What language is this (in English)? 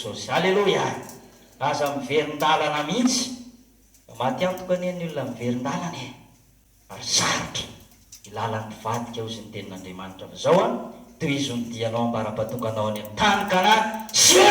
Malagasy